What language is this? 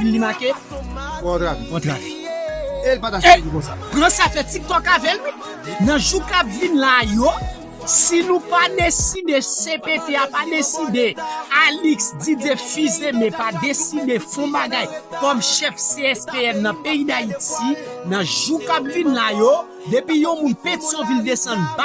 Haitian Creole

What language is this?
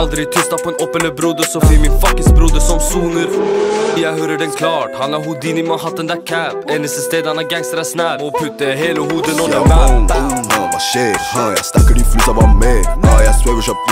Norwegian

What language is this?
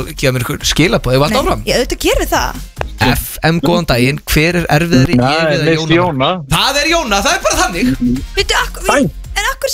Icelandic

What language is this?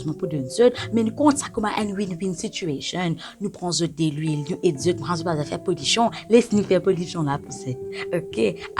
Morisyen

